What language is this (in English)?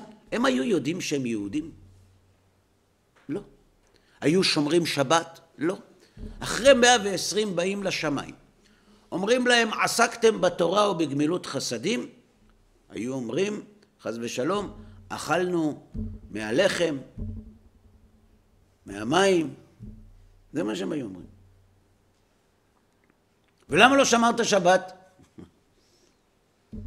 Hebrew